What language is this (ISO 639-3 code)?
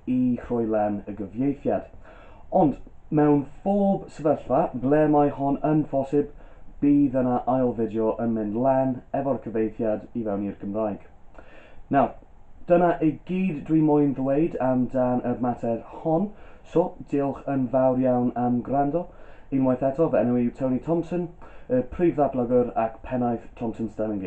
cym